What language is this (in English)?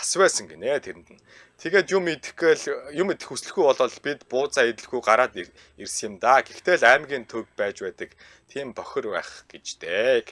Mongolian